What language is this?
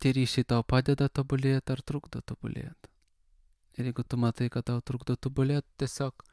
Lithuanian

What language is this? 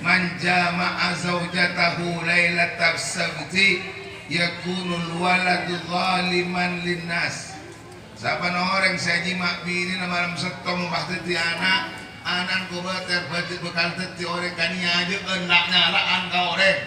Madurese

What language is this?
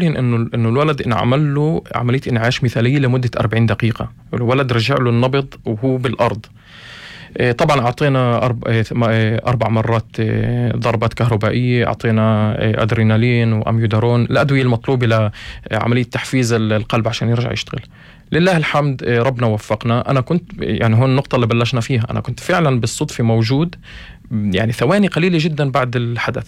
North Levantine Arabic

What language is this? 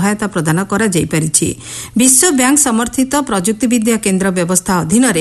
Odia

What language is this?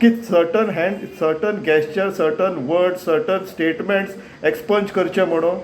Konkani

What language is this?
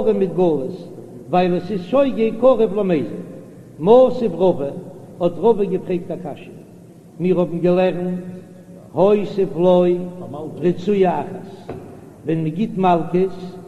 Yiddish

